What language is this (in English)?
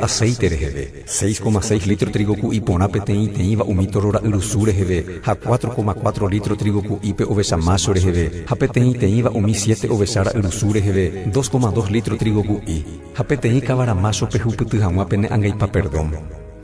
Guarani